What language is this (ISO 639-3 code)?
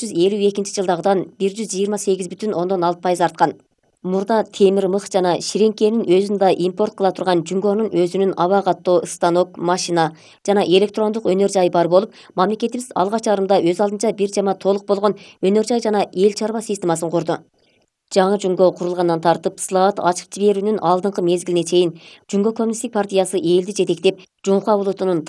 kir